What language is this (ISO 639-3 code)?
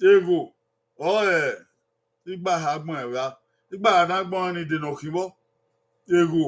bin